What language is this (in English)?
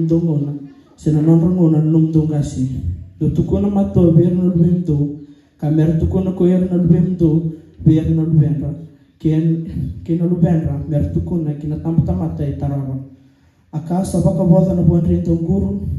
Fijian